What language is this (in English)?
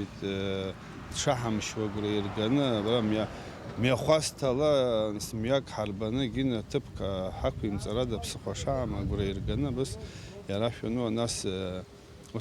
Abkhazian